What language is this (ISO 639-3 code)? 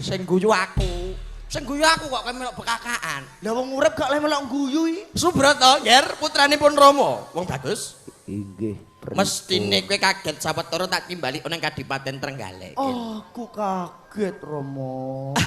jav